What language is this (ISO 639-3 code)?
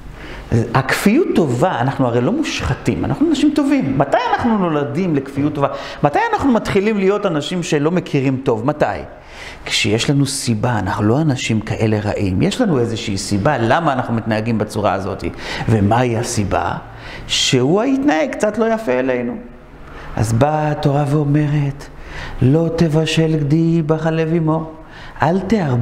heb